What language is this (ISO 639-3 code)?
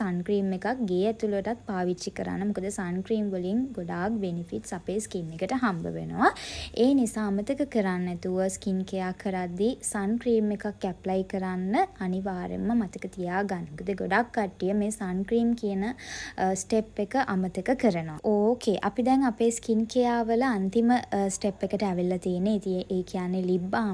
sin